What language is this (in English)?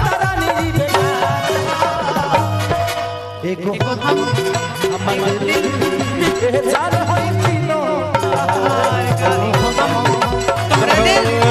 Bhojpuri